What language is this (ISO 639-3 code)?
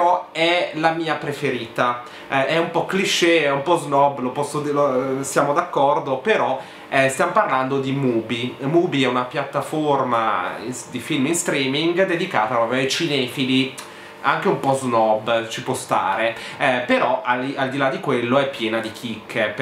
ita